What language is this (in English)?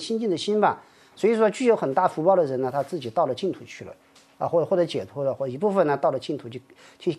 Chinese